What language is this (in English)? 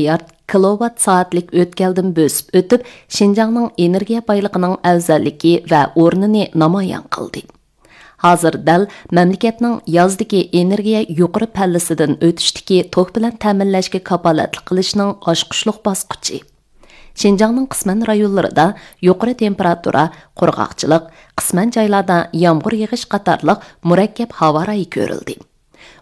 Uyghur